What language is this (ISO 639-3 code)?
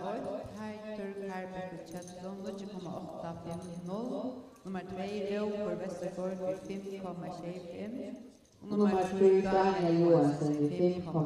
fao